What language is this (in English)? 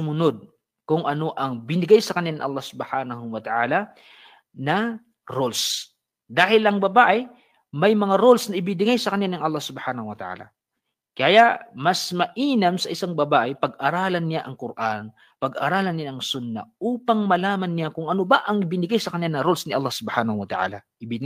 Maranao